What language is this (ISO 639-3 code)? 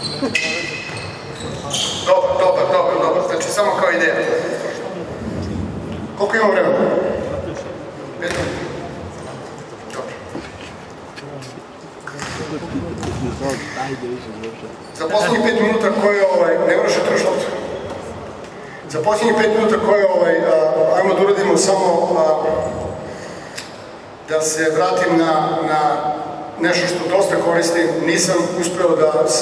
srp